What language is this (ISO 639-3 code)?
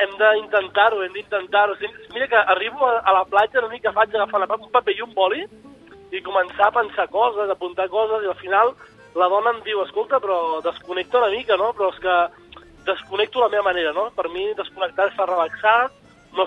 cat